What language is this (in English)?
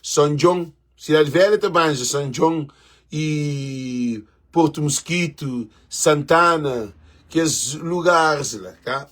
Kabuverdianu